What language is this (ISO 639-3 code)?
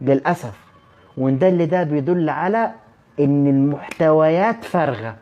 arz